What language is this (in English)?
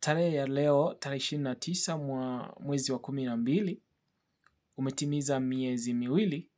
Swahili